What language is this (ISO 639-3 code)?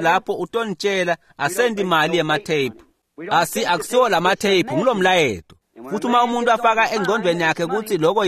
ssw